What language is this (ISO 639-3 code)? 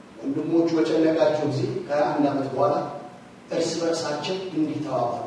amh